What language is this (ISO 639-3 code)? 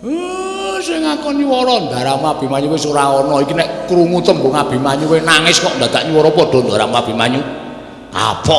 jav